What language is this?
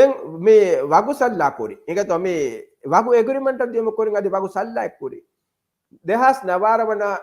Divehi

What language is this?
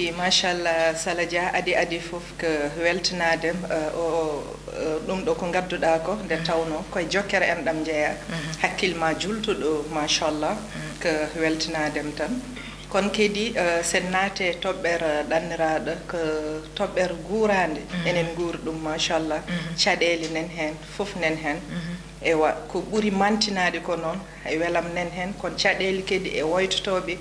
Fula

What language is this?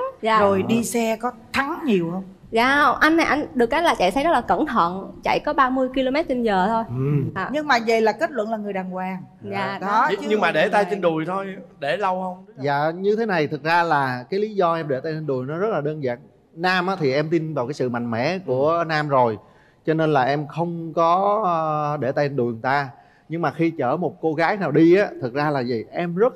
Vietnamese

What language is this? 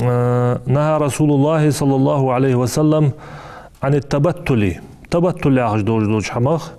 Ingush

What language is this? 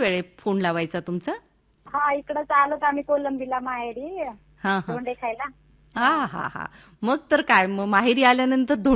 Marathi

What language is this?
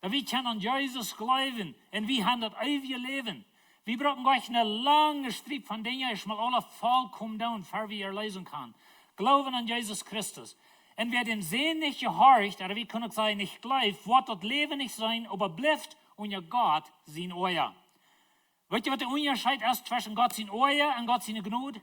Plautdietsch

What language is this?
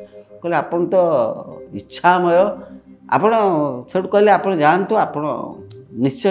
Odia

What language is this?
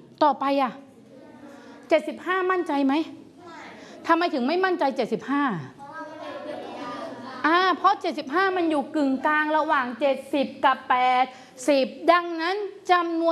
Thai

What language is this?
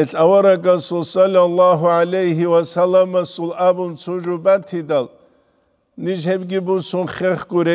Avaric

